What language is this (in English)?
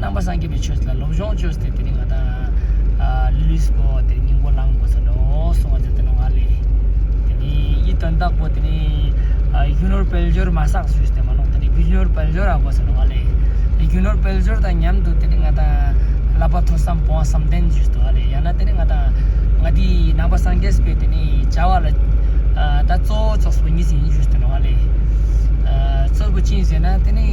Ladakhi